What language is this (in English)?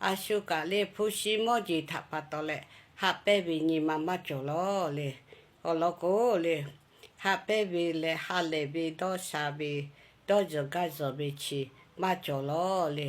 Lahu